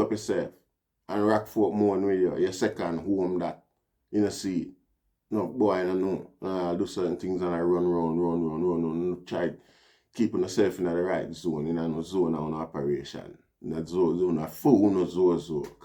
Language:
Jamaican Creole English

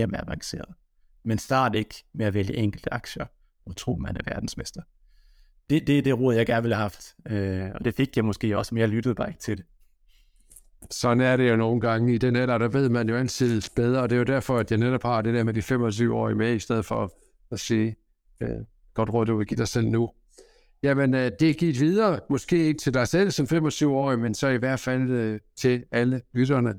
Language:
Danish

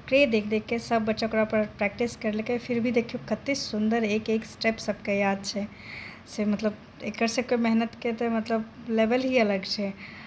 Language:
Maithili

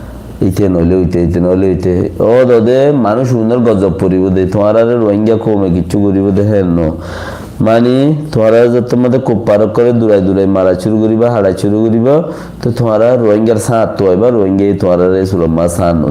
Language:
Rohingya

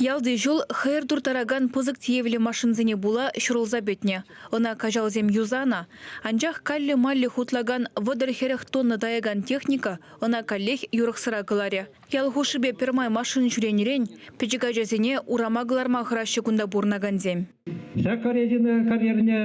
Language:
Chuvash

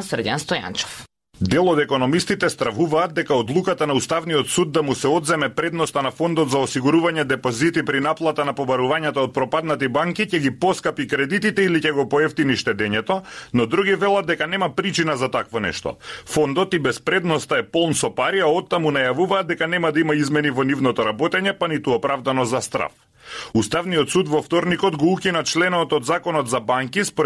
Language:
Macedonian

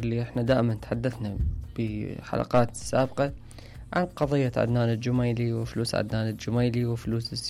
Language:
Mesopotamian Arabic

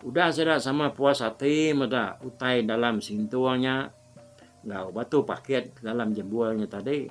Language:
Iban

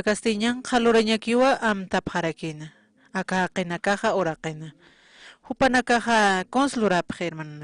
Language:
Aymara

